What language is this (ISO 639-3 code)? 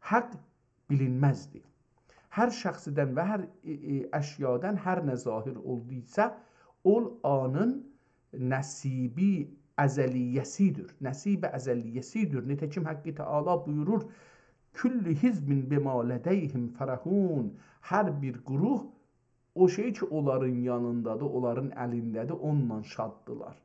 azb